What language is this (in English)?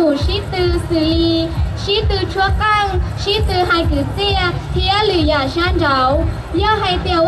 Hmong